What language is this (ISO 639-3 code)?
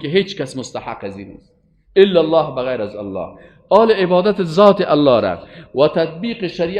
fas